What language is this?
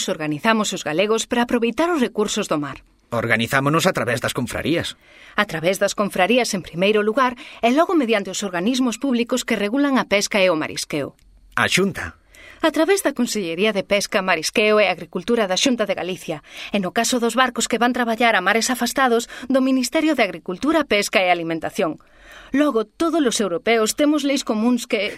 Galician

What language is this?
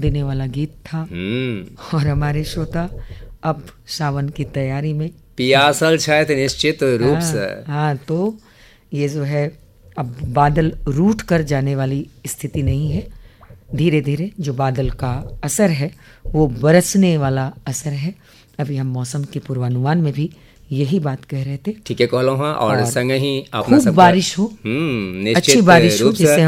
Hindi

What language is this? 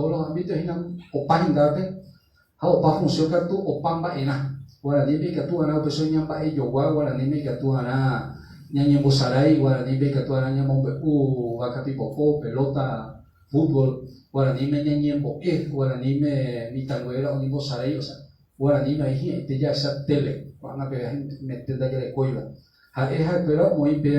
Guarani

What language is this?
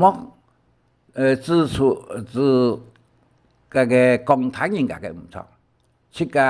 Hakka Chinese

